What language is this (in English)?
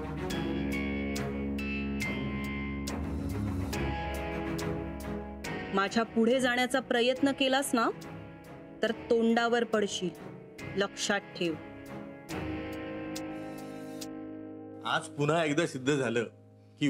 Marathi